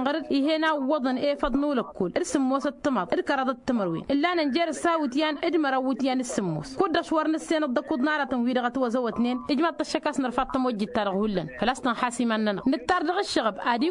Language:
Tamasheq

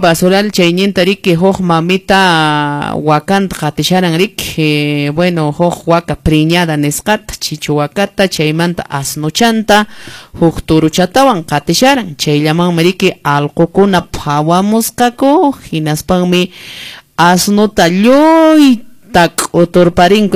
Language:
Quechua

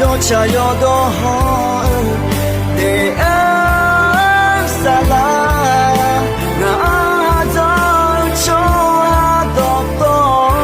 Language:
Akha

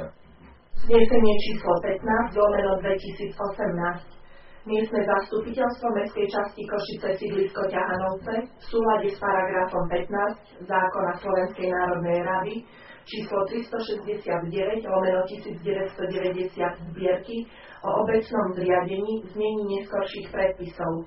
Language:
Slovak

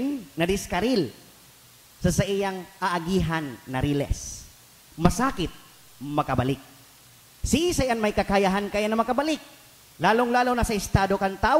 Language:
Bikol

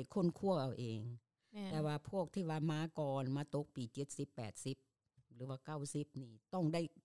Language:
Lao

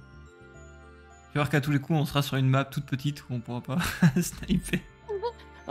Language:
French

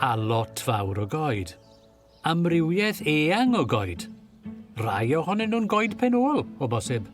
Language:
Welsh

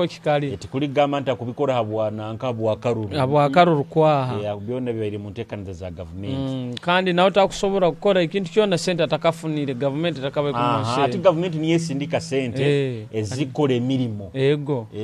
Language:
Nyoro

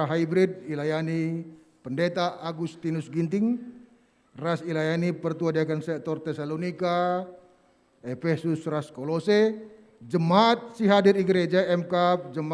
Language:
Batak Karo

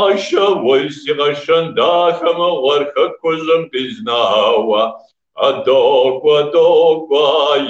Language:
Kabardian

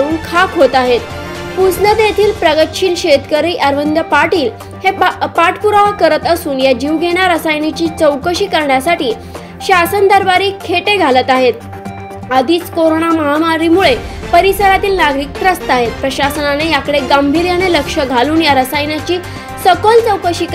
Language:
Marathi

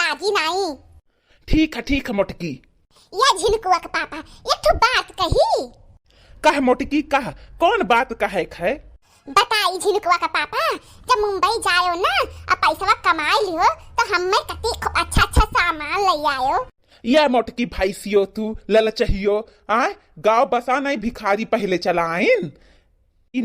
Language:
Bhojpuri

